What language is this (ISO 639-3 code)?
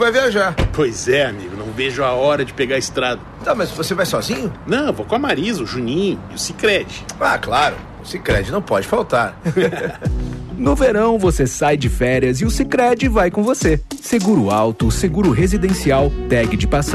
por